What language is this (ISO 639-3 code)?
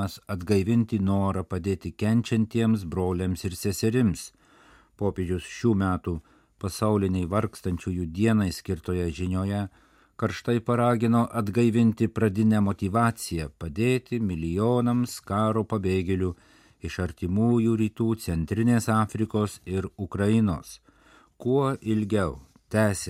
lit